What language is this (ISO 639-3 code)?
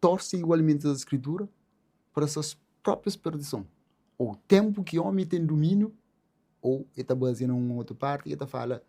kea